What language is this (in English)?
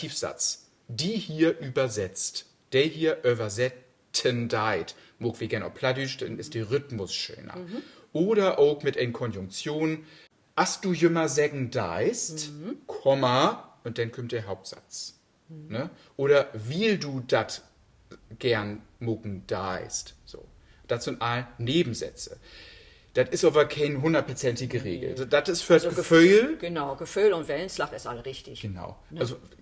Low German